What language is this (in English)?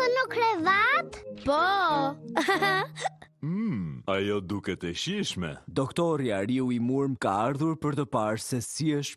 Albanian